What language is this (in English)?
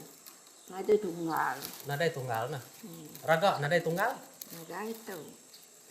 Iban